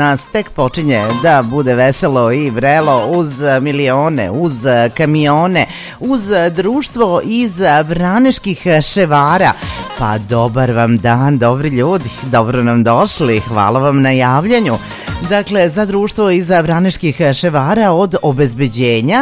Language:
Serbian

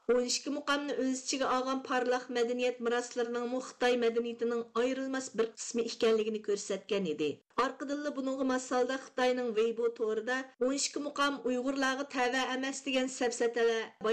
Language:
Uyghur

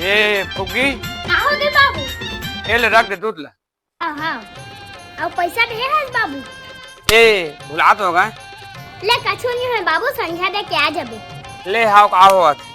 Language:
Chhattisgarhi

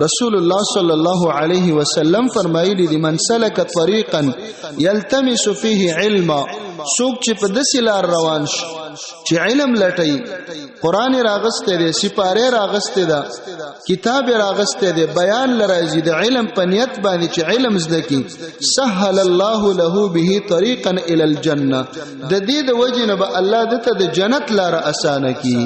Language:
Pashto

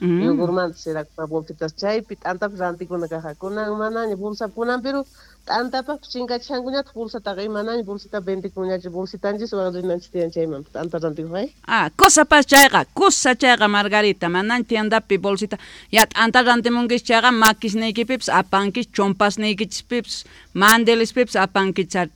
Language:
South Bolivian Quechua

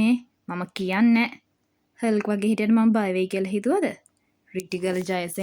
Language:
Sinhala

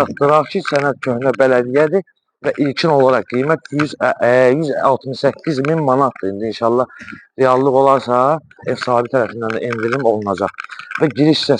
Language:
Azerbaijani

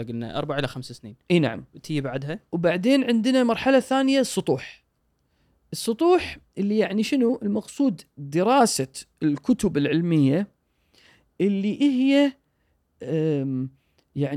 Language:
Gulf Arabic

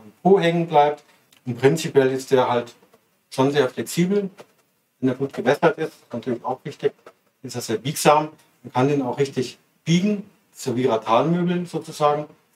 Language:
German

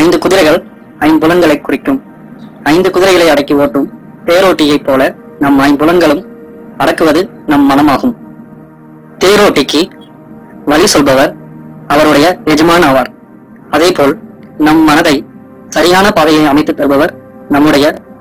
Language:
Tamil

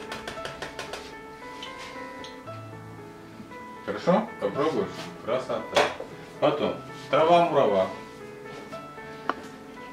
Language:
Russian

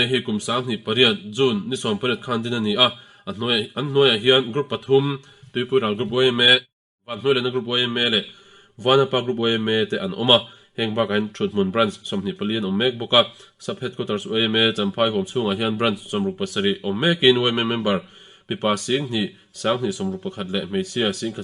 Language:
Mizo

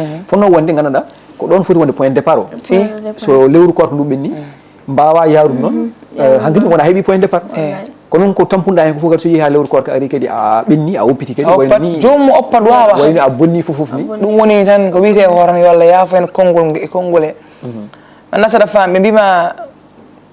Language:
Fula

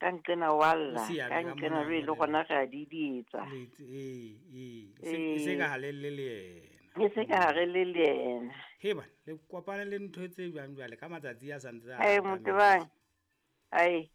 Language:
Southern Sotho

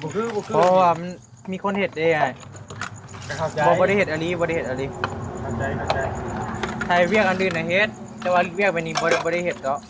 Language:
Northeastern Thai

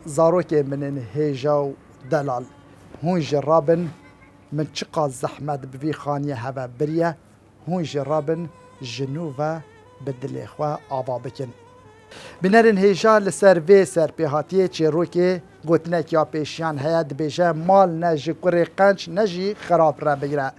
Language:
Kurdish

